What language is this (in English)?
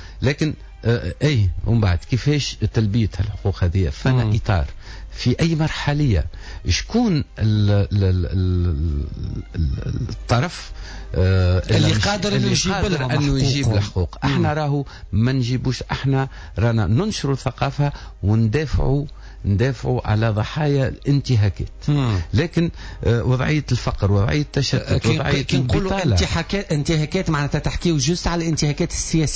Tunisian Arabic